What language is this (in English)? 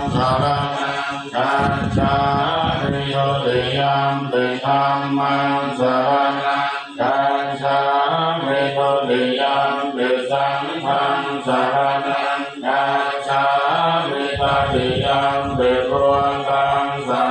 Pali